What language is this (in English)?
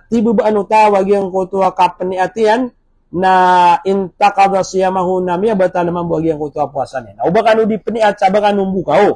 Maranao